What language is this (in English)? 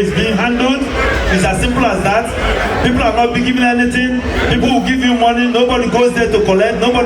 Igbo